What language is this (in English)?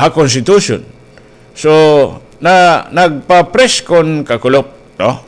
Waray